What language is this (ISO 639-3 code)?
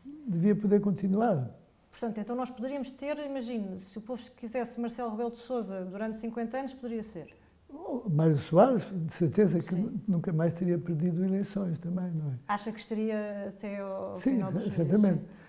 por